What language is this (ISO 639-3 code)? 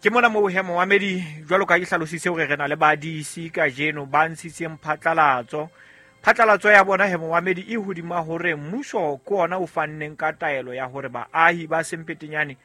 sot